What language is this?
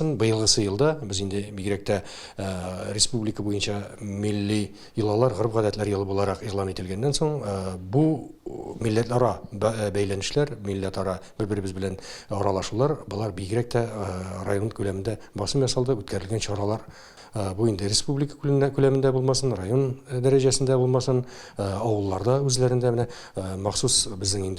Tatar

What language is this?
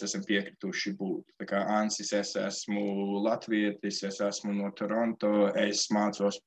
Latvian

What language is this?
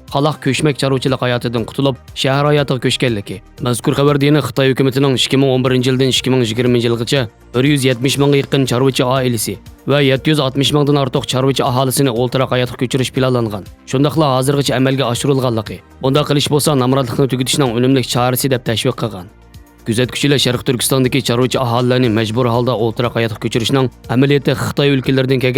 Uyghur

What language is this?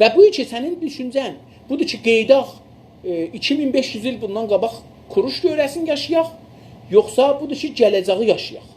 South Azerbaijani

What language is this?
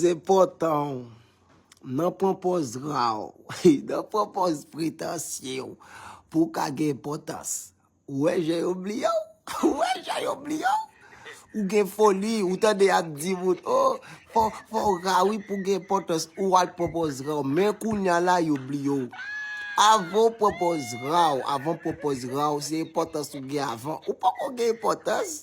Haitian Creole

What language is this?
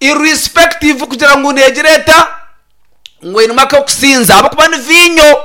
Nyankole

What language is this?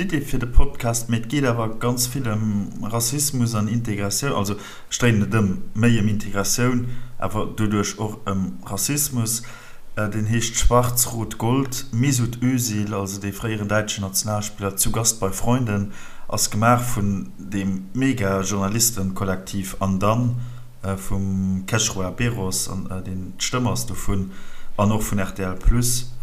Luxembourgish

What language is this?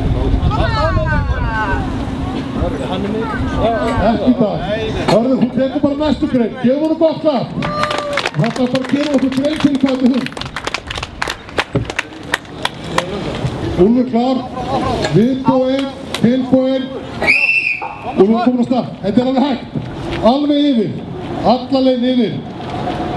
Icelandic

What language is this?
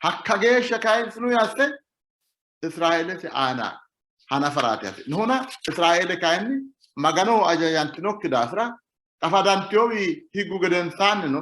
Sidamo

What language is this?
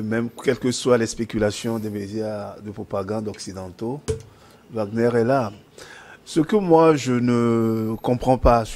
French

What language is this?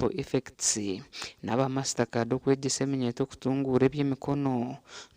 Nyankole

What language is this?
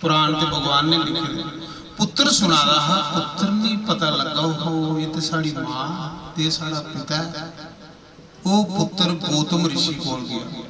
Dogri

